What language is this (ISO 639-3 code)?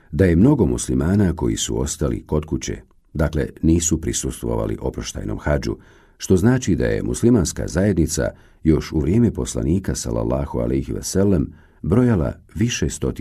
bos